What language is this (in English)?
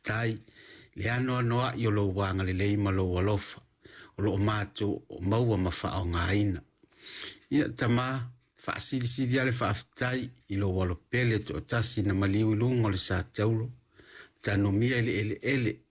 Samoan